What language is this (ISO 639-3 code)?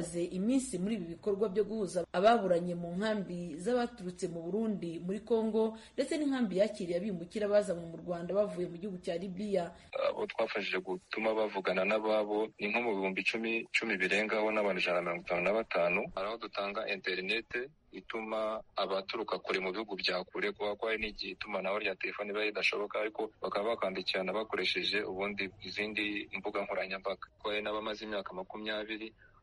kin